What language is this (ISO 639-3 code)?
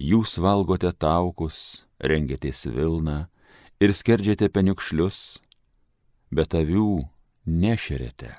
lit